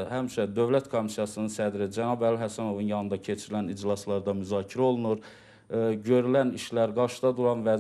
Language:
Azerbaijani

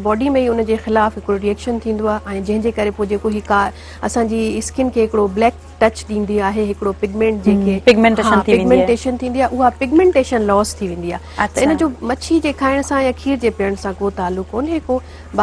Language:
Sindhi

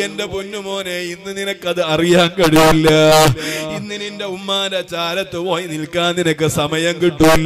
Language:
Malayalam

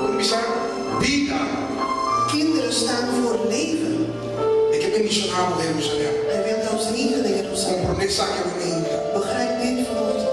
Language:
Papiamento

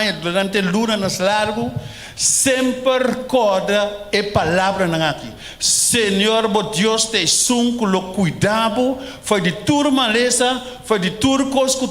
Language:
Papiamento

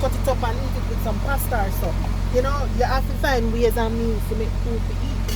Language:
Jamaican Creole English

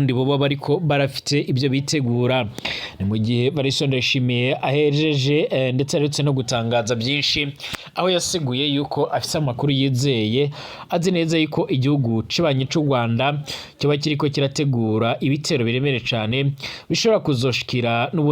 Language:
Rundi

